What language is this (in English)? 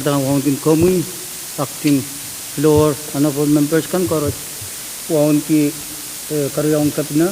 Pohnpeian